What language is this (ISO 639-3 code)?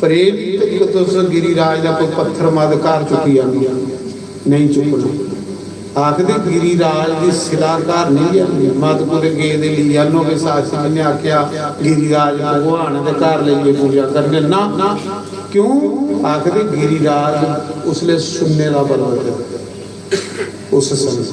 doi